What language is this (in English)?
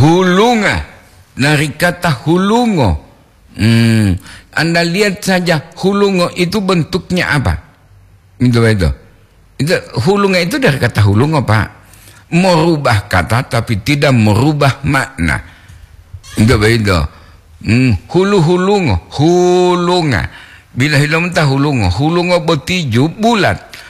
Gorontalo